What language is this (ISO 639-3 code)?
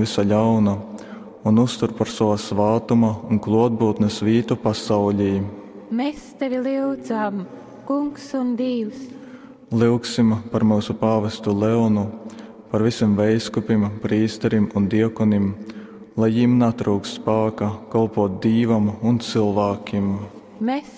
ltg